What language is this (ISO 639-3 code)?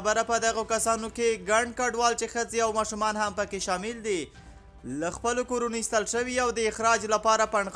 pus